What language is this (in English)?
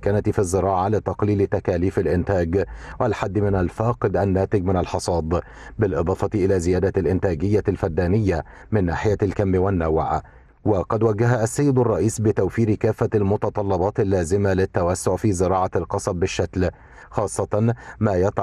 Egyptian Arabic